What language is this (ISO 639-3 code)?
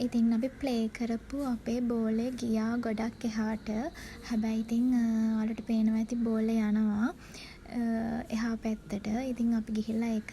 sin